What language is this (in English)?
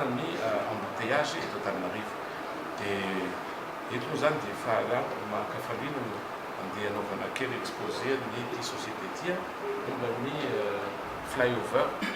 Malagasy